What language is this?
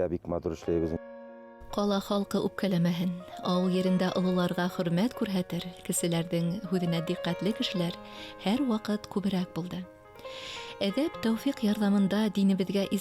Bashkir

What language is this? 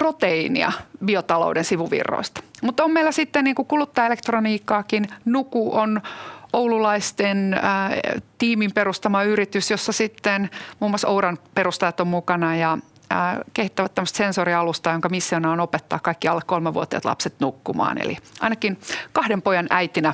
Finnish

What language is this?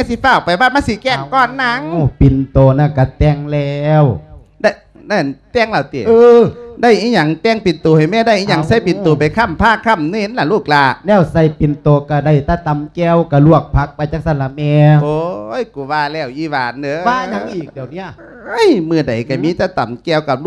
Lao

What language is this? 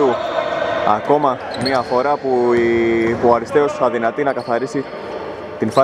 Greek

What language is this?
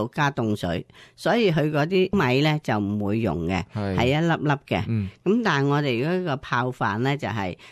Cantonese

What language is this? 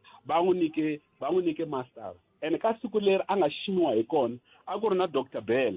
Tsonga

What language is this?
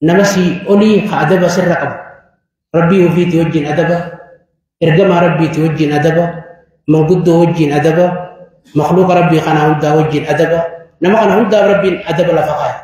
Oromo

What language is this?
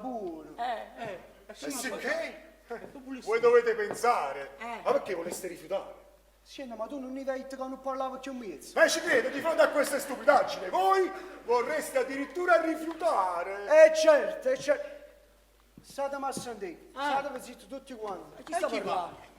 Neapolitan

